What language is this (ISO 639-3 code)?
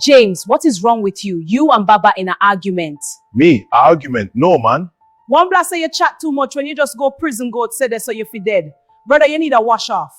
jam